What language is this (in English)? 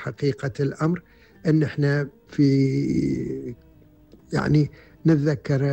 Gulf Arabic